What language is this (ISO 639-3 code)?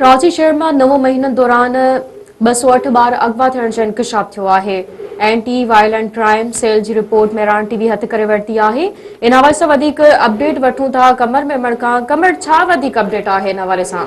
snd